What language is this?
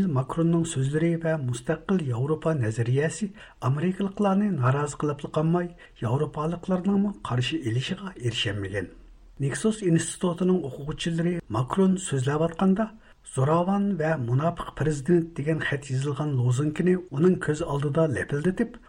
Uyghur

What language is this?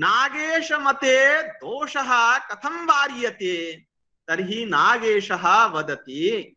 Sanskrit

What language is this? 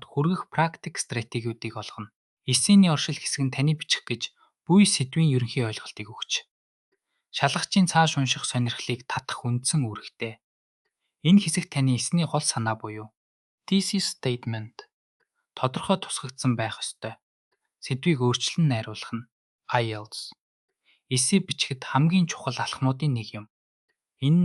Mongolian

